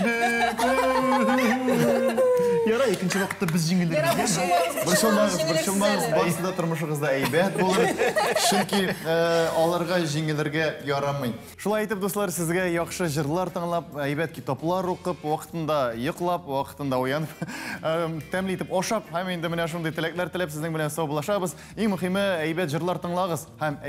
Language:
Tatar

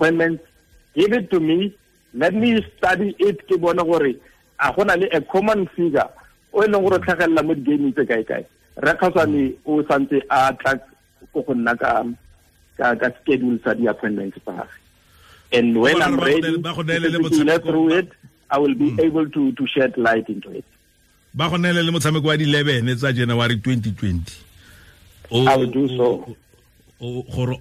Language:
Tswana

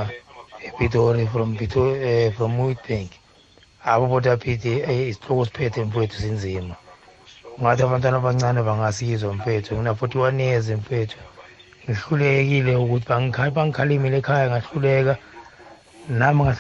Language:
South Ndebele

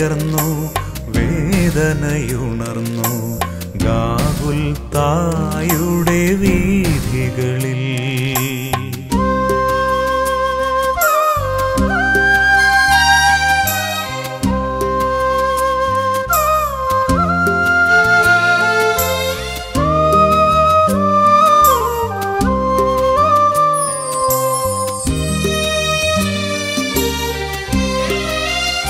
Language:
Malayalam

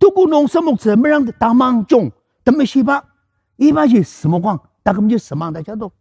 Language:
Ao Naga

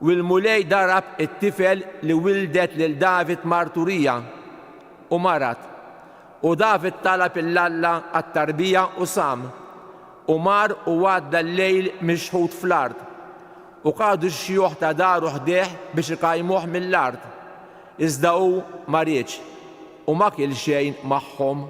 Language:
Maltese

